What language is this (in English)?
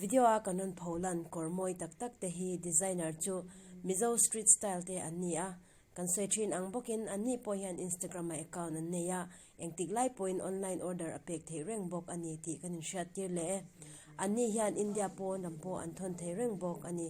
Mizo